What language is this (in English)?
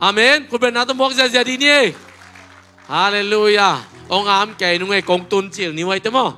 Tedim Chin